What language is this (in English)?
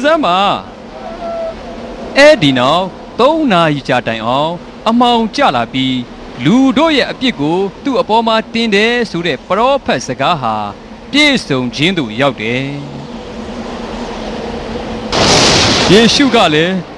Burmese